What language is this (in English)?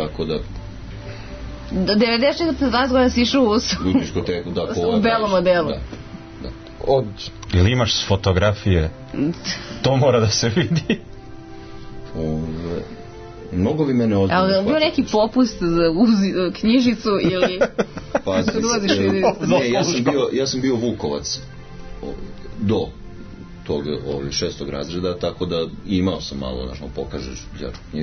Serbian